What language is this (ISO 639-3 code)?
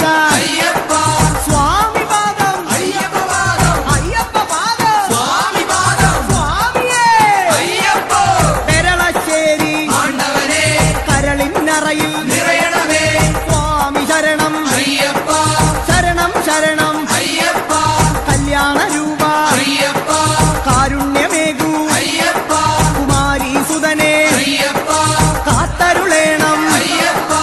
mal